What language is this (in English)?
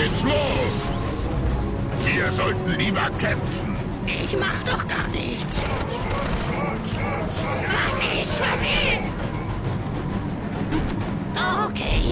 German